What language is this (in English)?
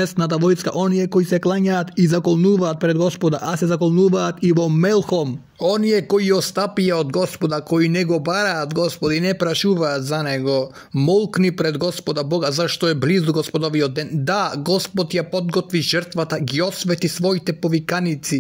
Macedonian